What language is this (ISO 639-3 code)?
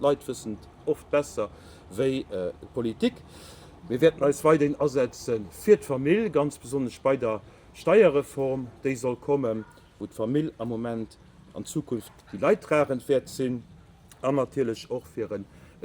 ltz